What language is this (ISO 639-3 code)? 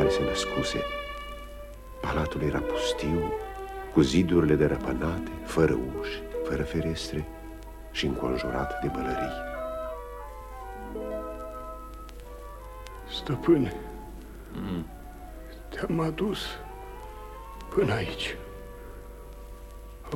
ron